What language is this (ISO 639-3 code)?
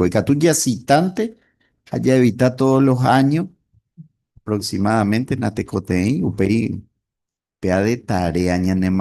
grn